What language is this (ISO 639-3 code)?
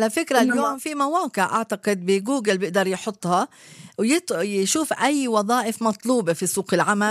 apc